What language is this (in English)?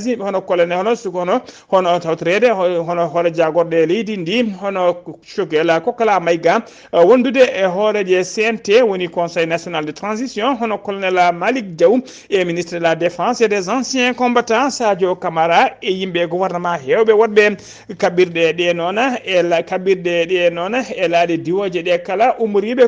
Fula